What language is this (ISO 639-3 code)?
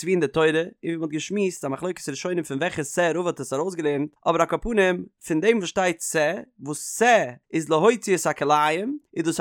yid